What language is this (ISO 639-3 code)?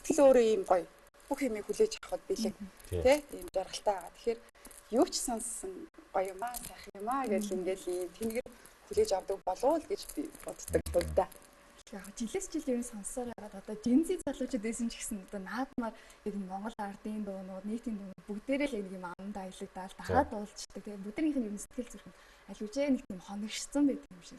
mon